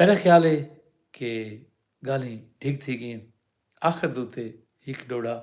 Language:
Saraiki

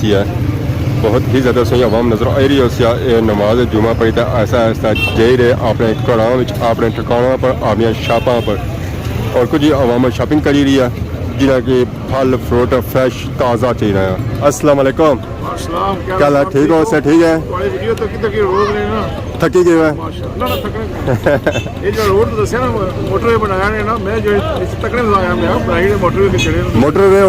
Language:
Pahari-Potwari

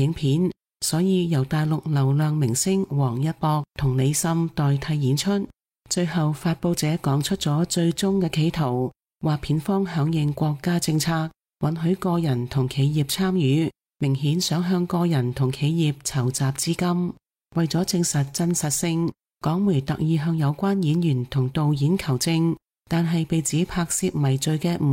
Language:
Cantonese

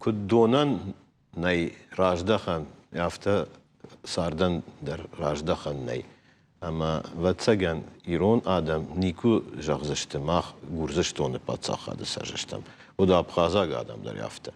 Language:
Ossetic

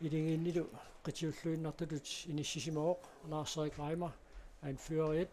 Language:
Kalaallisut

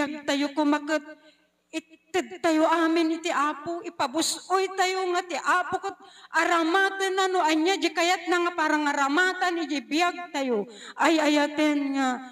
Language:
Iloko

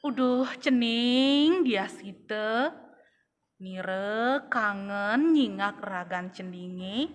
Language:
Balinese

